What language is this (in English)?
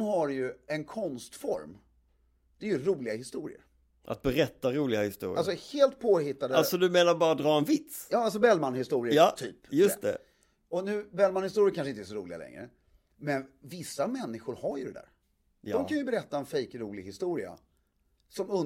Swedish